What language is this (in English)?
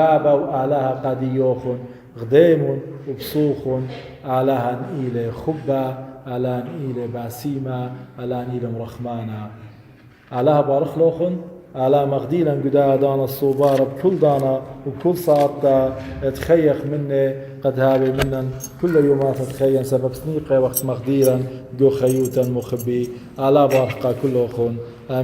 Assyrian Neo-Aramaic